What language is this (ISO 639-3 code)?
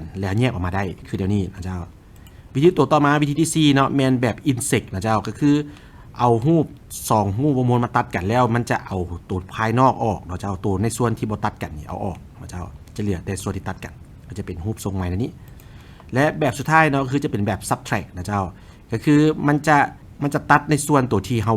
lao